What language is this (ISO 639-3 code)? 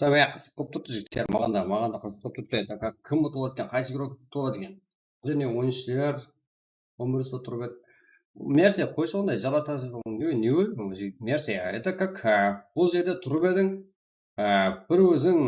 kaa